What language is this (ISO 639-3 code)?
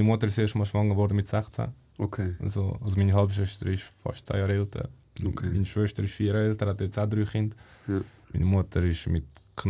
gsw